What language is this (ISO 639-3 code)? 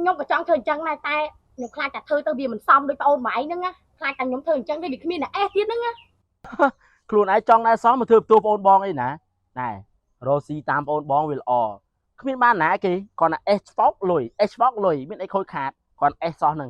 khm